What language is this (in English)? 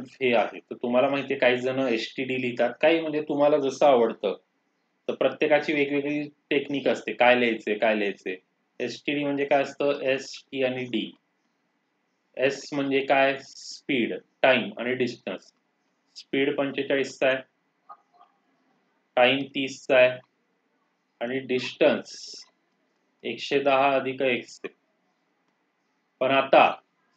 Marathi